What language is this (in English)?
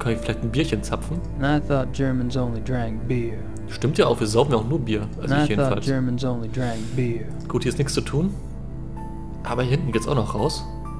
German